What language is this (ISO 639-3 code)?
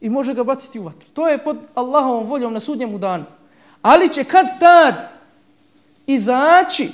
bos